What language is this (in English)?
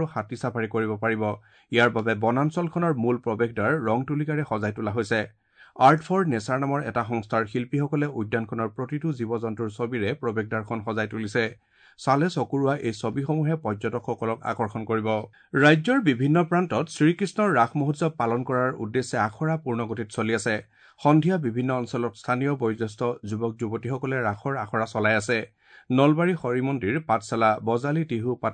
Assamese